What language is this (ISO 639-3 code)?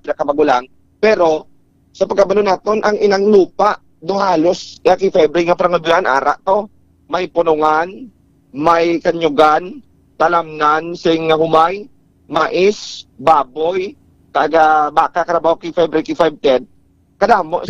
hil